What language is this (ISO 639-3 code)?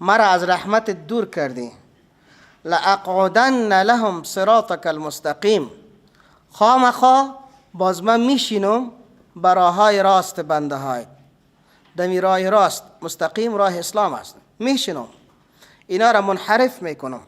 fas